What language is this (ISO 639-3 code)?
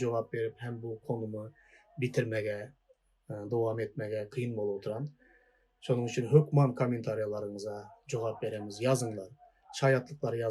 tuk